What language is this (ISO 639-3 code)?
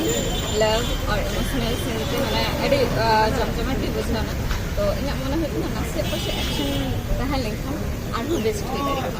sat